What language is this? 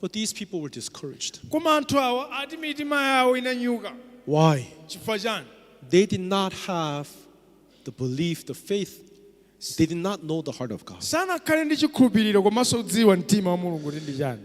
Nyanja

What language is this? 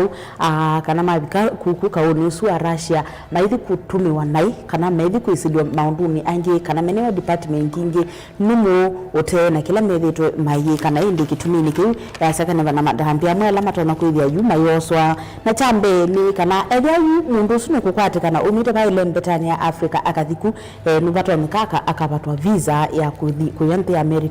Kamba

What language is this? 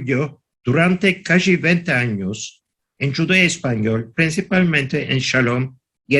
Ladino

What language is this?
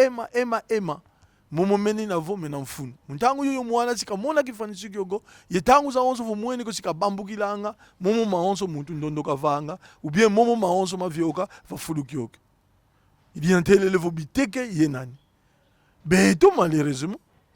Kongo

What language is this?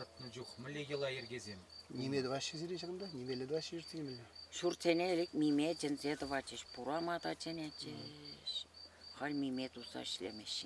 Chuvash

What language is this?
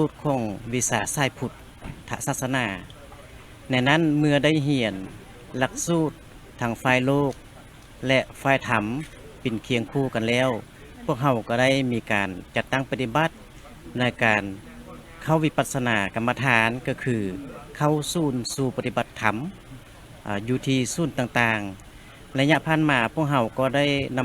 Lao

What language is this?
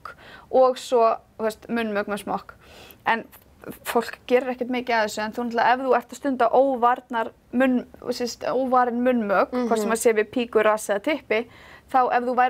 Icelandic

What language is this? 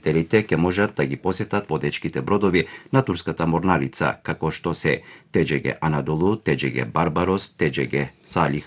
Macedonian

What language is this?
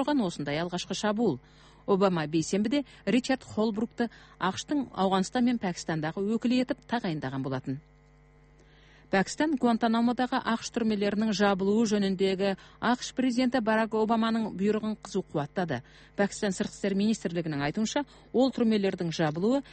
Kazakh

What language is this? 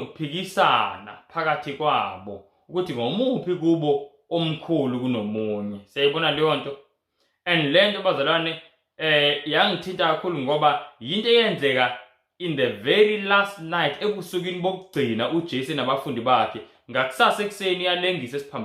Zulu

